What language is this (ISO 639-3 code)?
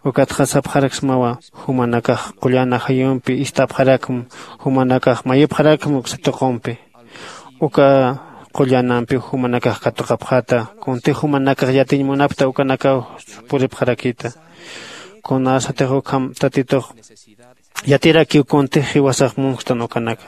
aym